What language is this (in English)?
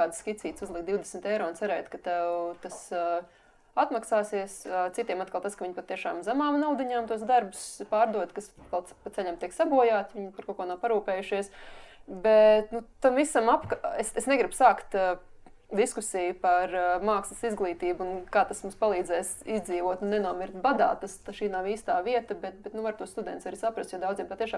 Latvian